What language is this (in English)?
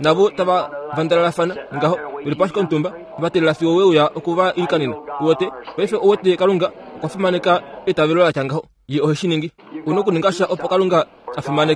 Kuanyama